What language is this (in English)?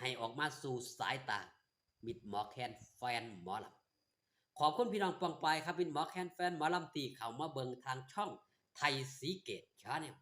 Northeastern Thai